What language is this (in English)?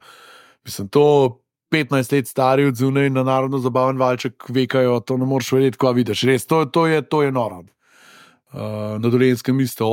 Slovenian